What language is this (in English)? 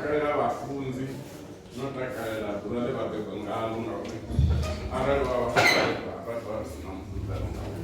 Venda